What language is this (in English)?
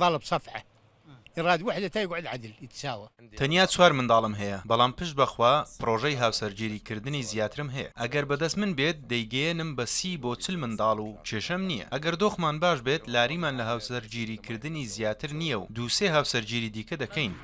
Central Kurdish